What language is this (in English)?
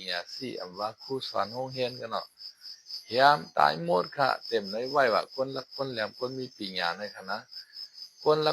Shan